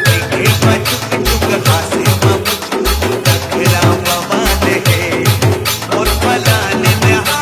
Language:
Chhattisgarhi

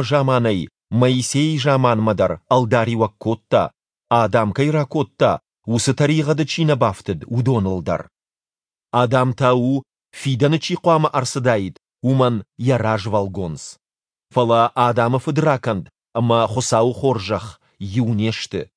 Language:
Ossetic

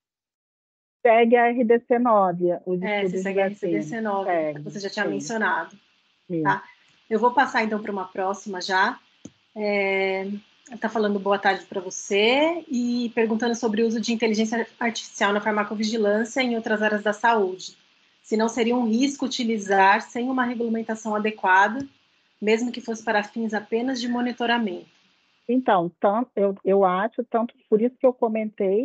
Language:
Portuguese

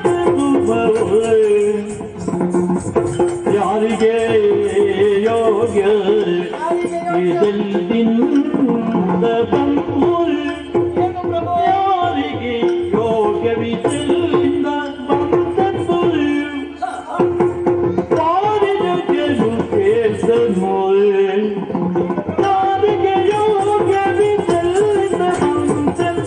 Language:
Kannada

